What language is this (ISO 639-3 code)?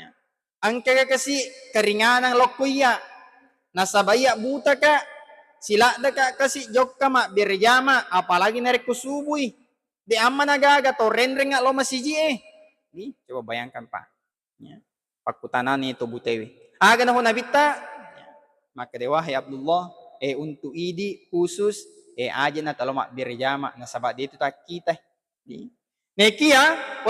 bug